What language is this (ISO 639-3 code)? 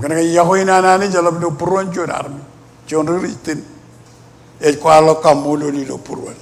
mah